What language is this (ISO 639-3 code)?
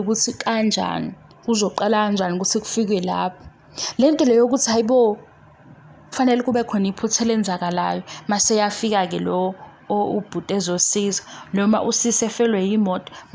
zul